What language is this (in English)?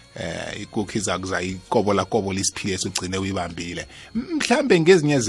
South Ndebele